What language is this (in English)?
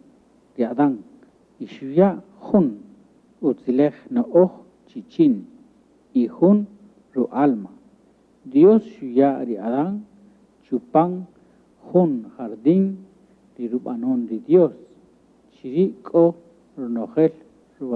Kaqchikel